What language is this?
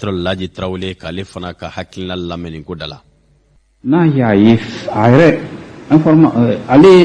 Bambara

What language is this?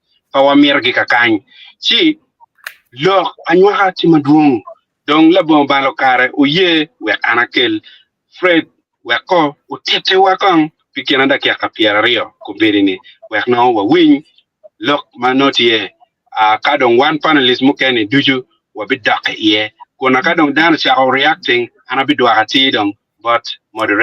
Acoli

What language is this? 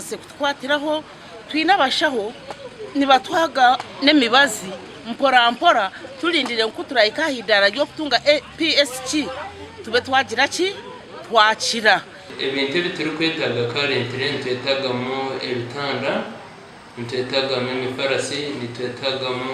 Nyankole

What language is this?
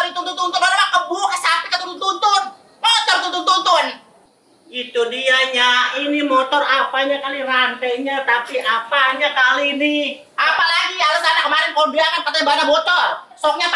Betawi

